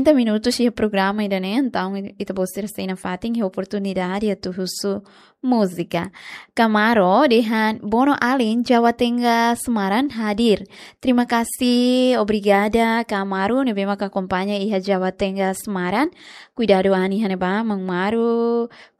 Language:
Tetum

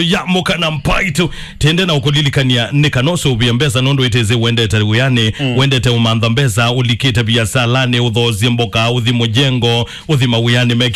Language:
Kamba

